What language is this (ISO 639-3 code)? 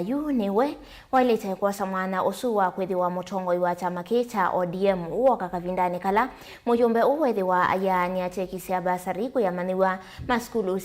kam